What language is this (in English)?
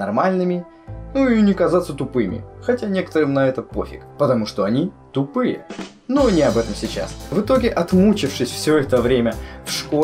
Russian